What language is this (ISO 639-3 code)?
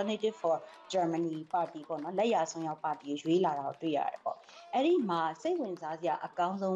mya